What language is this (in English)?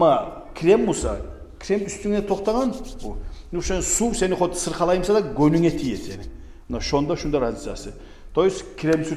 Kumyk